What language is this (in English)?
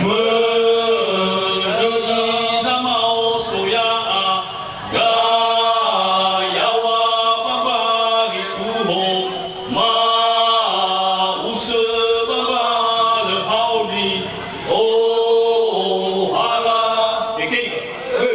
Nias